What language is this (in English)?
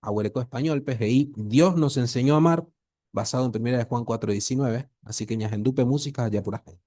Guarani